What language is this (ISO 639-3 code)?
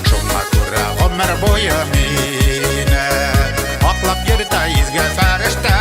bak